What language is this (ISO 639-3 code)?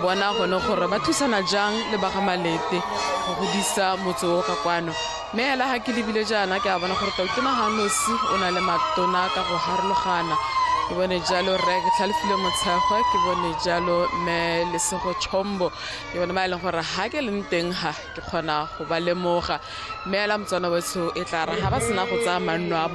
tsn